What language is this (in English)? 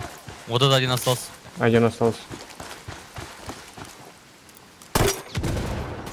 Russian